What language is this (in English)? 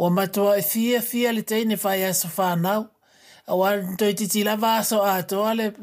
Samoan